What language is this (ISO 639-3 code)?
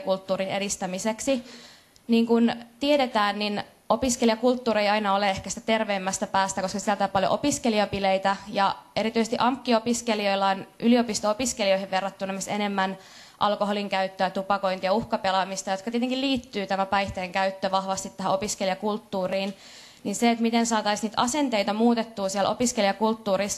fin